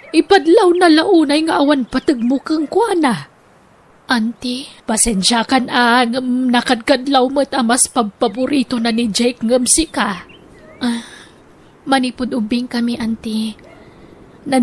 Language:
Iloko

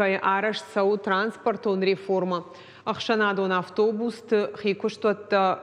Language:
Ossetic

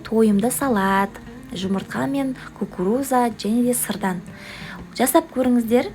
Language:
Kazakh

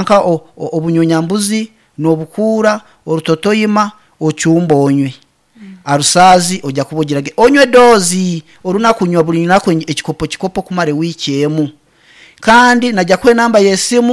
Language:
Nyankole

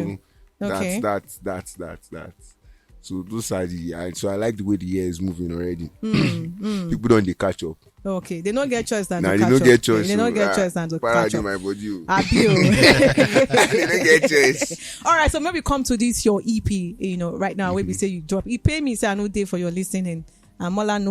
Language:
Nigerian Pidgin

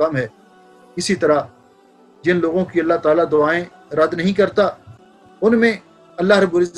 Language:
Urdu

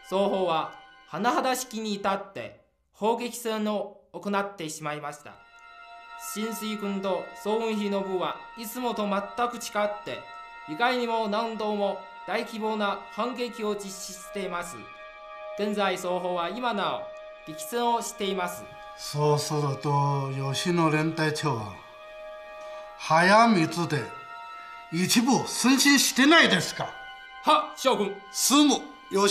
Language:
Japanese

